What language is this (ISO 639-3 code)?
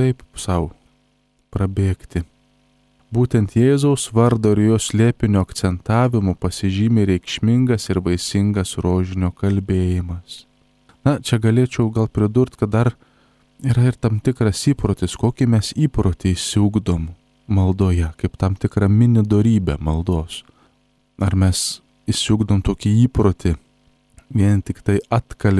lit